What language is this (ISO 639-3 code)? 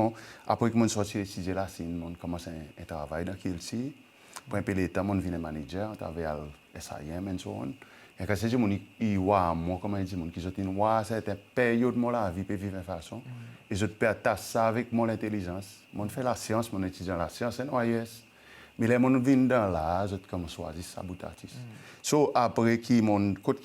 crs